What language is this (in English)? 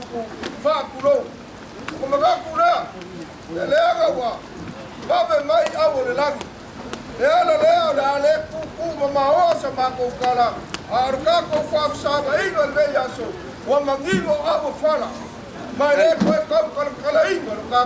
Samoan